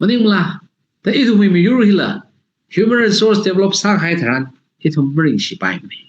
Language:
Tangkhul Naga (India)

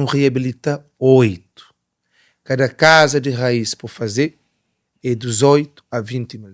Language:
Kabuverdianu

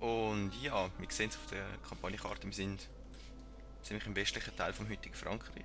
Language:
Swiss German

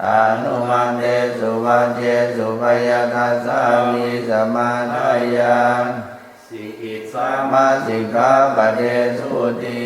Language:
Pali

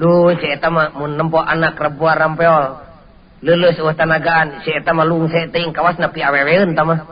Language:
Sundanese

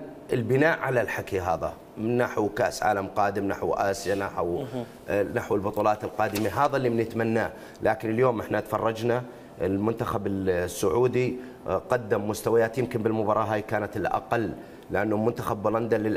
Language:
Mesopotamian Arabic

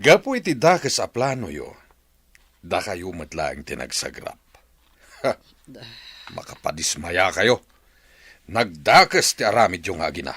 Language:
Iloko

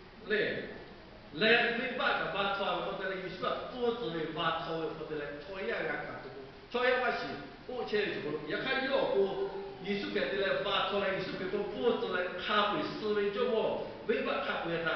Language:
Lahu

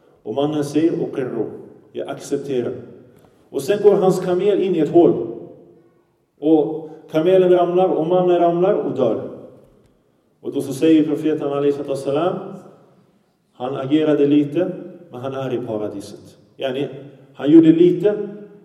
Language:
Swedish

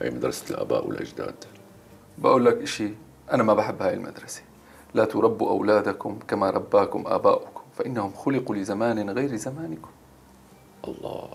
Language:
North Levantine Arabic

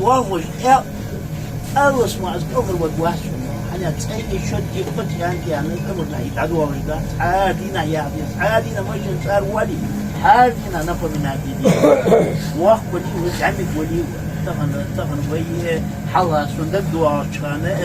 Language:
Ingush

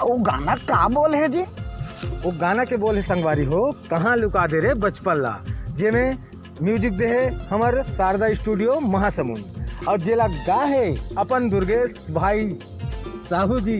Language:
Chhattisgarhi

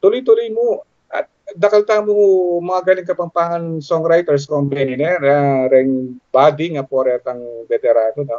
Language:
Pampanga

